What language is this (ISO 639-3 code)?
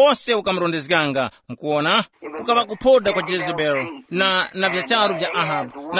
tum